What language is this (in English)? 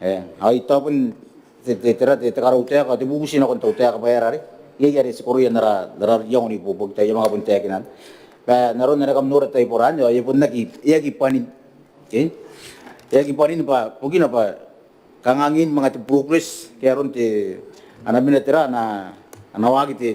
Gilbertese